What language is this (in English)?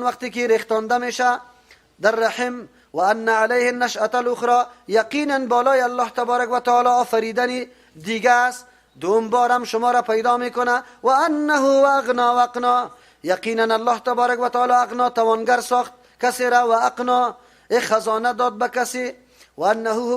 Persian